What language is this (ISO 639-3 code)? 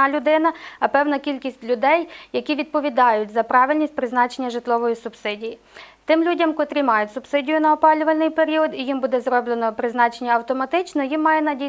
ukr